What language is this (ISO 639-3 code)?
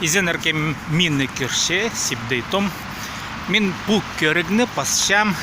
kjh